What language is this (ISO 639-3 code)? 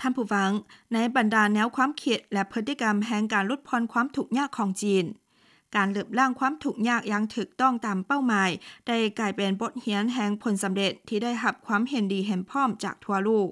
lao